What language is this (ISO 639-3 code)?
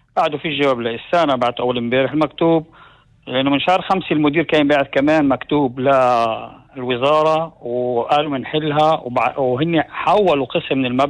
apc